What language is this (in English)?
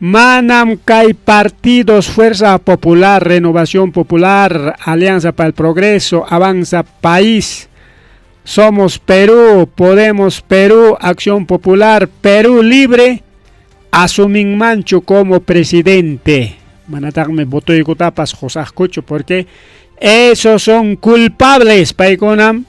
Ayacucho Quechua